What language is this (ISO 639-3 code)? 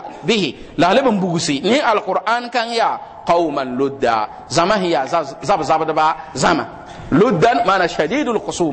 mos